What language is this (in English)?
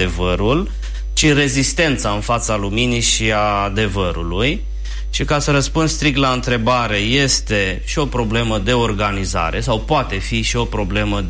Romanian